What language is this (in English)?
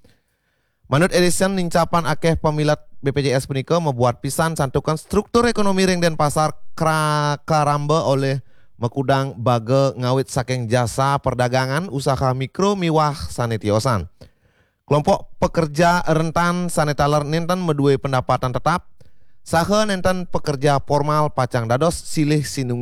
Balinese